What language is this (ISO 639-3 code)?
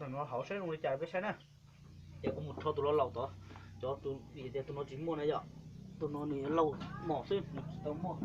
hmn